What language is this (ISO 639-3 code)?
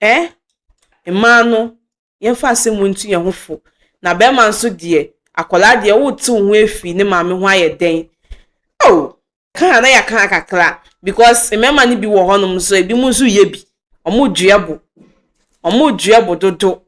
aka